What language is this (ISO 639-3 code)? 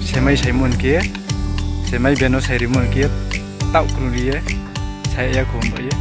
ria